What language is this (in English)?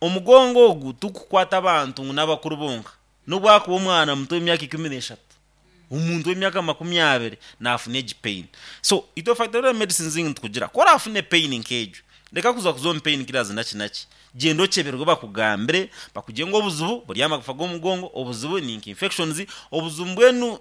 Nyankole